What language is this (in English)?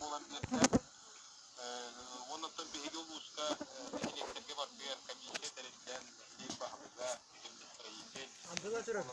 Yakut